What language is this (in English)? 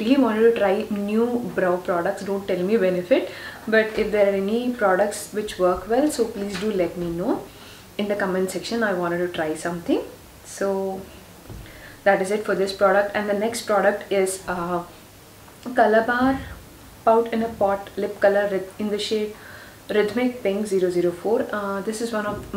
English